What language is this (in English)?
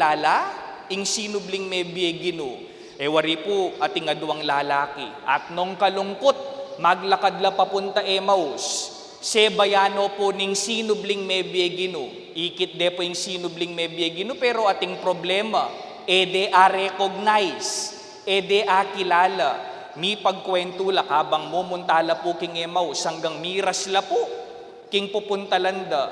Pampanga